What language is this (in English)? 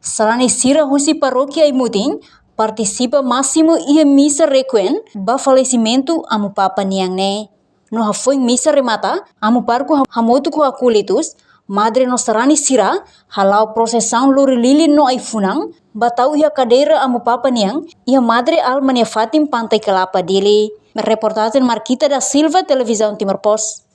Tetum